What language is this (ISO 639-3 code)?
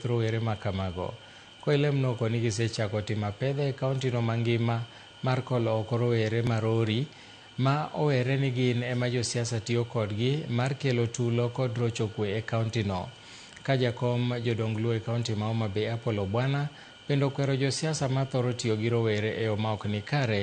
luo